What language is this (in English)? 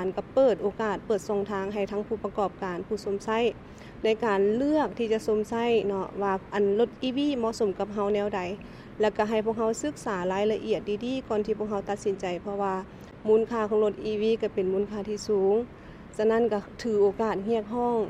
Lao